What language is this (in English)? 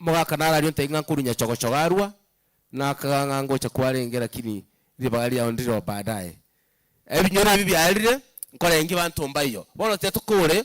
Gusii